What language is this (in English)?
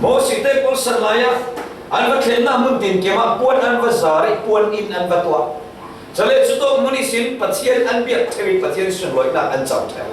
Falam Chin